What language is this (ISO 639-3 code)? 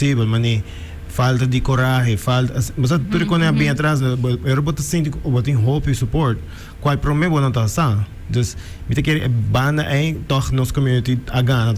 pap